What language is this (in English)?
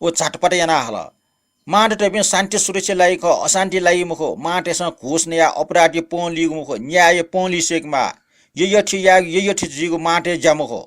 Newari